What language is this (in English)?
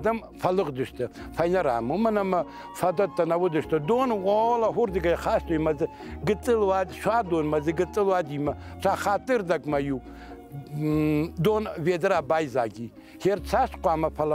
Ossetic